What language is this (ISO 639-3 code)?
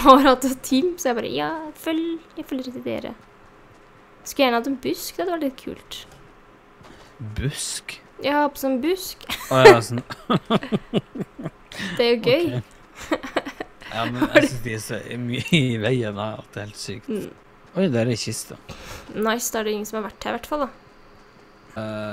nor